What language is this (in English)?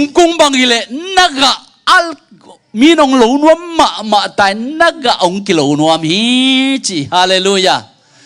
Tedim Chin